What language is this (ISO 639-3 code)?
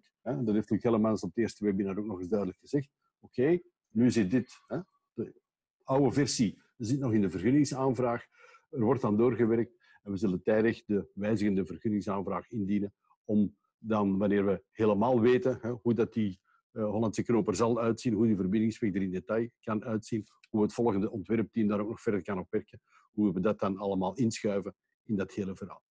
nld